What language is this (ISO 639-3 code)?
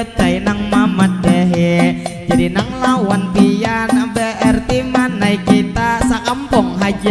bjn